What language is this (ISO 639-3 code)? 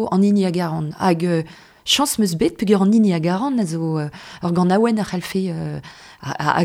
bre